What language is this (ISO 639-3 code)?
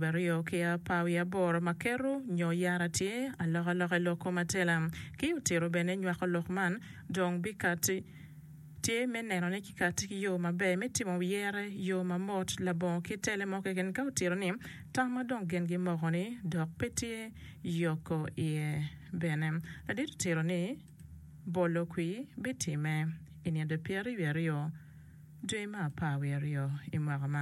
ach